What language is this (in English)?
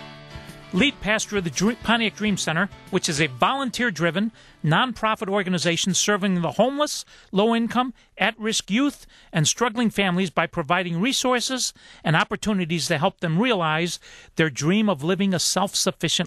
English